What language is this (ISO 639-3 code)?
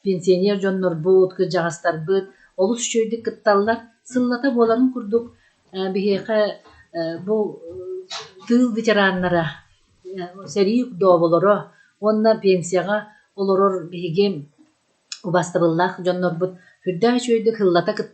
sah